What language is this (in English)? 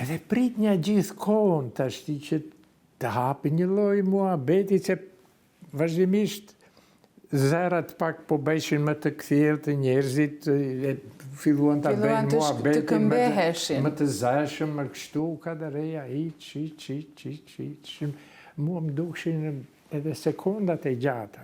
Albanian